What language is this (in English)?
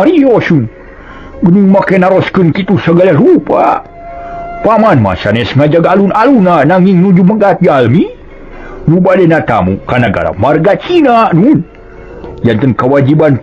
Sundanese